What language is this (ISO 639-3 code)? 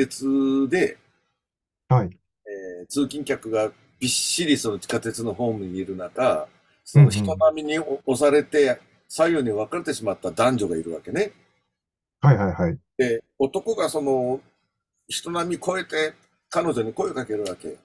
jpn